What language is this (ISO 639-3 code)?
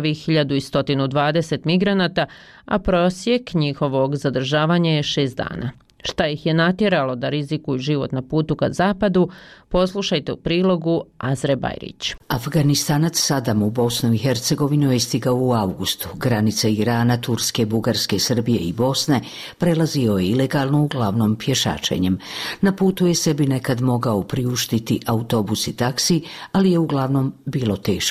bos